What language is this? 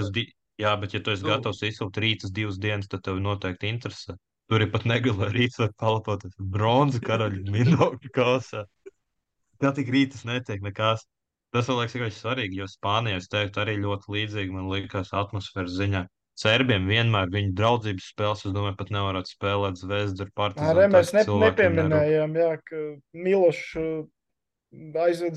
Latvian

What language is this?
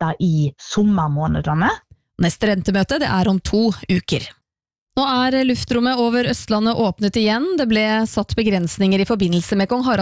Norwegian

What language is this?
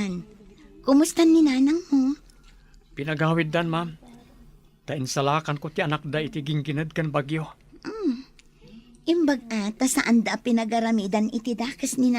Iloko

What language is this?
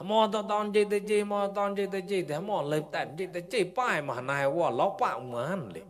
Mon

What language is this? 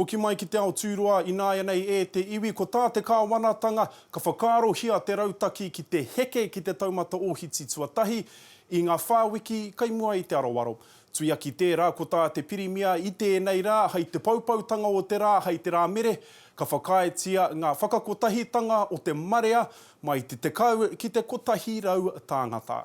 Māori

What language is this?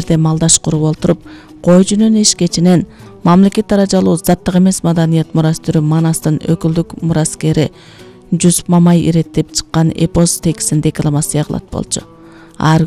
Kyrgyz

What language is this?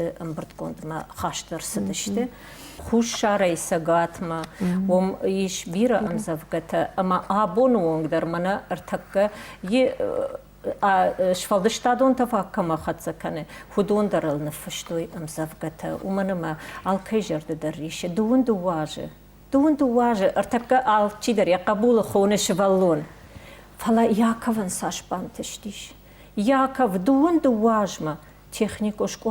Ossetic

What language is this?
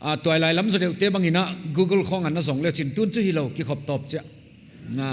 Paite Chin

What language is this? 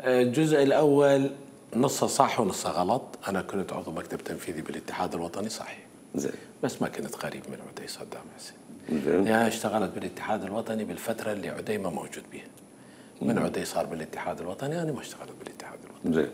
Mesopotamian Arabic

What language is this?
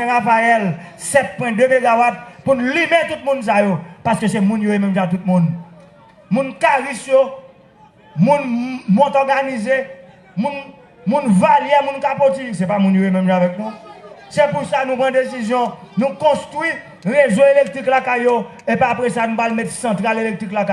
Haitian Creole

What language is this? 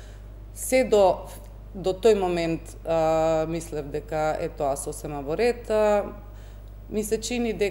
Macedonian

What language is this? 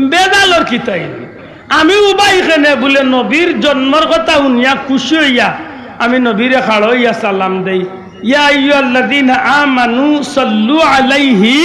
Sylheti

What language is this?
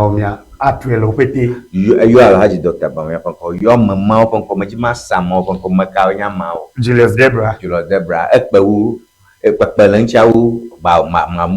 Ewe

